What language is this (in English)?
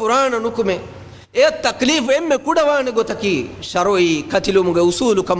Divehi